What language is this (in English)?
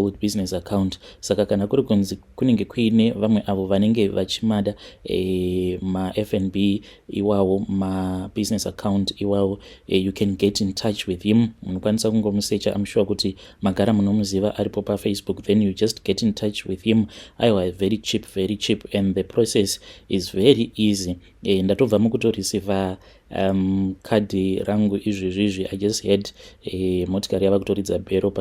Shona